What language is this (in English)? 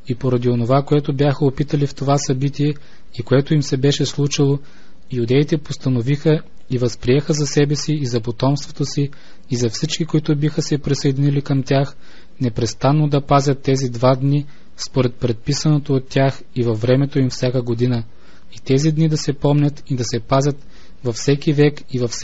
Bulgarian